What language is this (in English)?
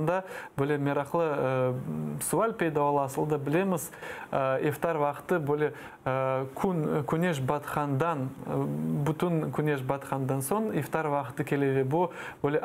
Crimean Tatar